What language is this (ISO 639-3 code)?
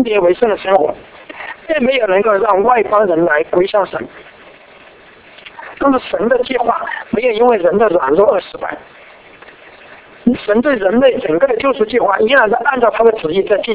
zho